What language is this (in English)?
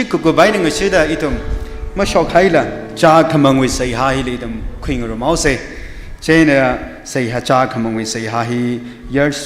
Tangkhul Naga (India)